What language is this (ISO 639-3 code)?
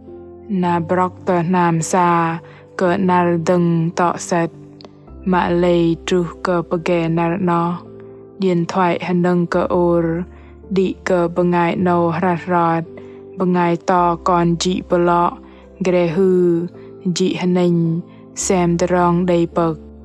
bdq